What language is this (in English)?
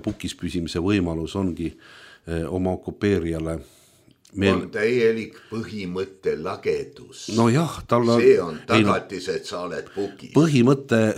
Estonian